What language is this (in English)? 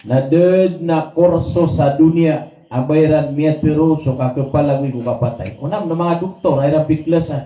Maranao